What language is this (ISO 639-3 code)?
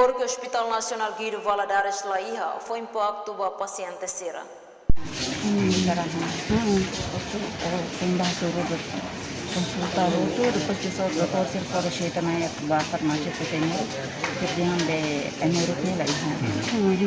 tet